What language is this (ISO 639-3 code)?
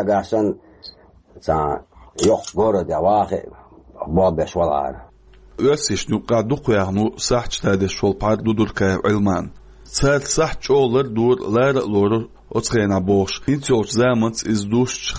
che